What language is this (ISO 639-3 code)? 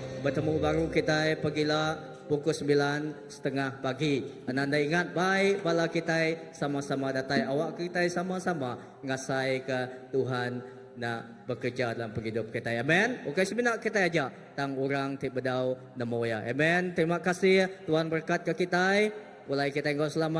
iba